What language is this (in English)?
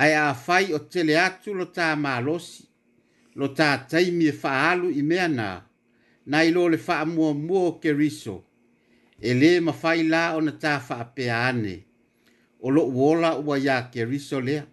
Samoan